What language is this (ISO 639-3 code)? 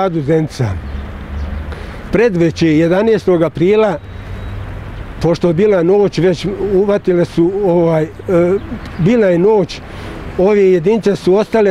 bos